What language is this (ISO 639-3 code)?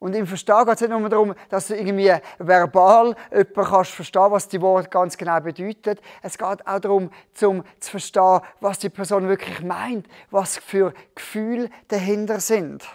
gsw